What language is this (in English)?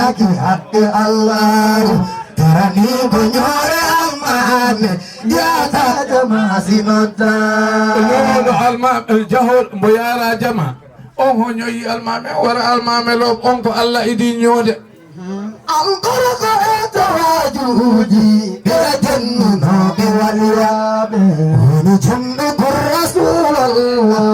Fula